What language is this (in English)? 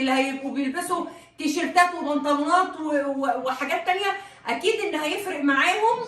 Egyptian Arabic